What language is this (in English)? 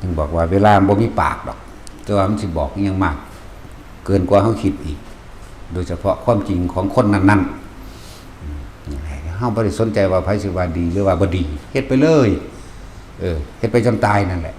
Northeastern Thai